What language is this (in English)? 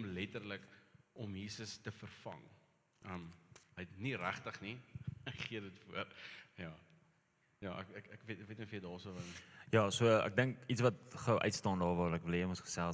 Afrikaans